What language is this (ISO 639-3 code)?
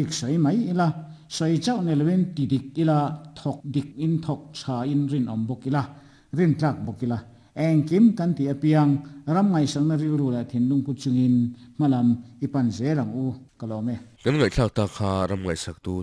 lus